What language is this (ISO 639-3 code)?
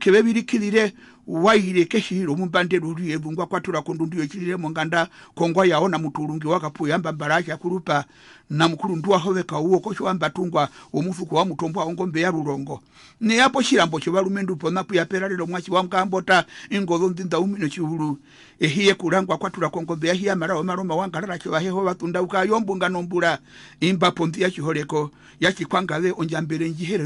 her